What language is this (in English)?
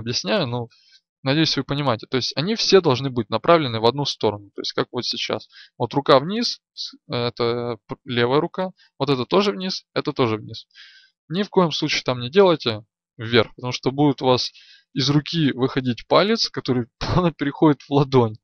Russian